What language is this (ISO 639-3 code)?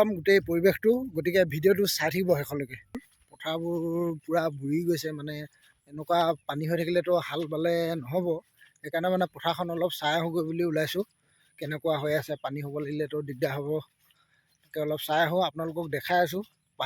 asm